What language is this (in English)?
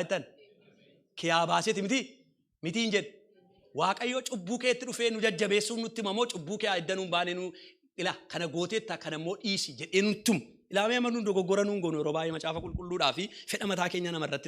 Oromo